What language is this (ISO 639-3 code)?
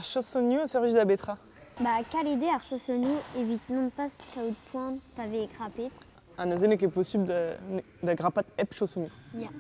bre